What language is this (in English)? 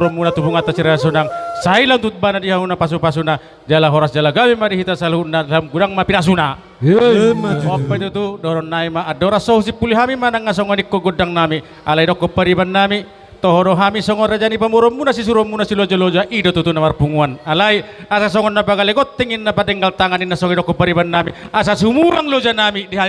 Batak Toba